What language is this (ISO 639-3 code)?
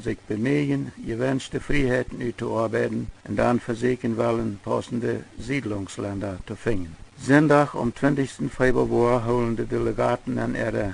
pdt